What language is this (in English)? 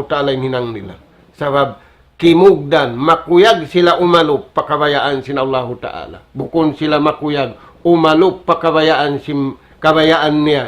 Tausug